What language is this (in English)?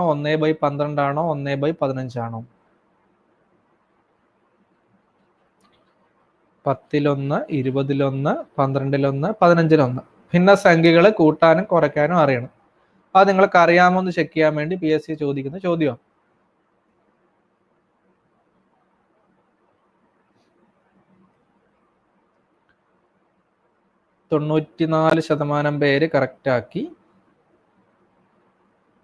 Malayalam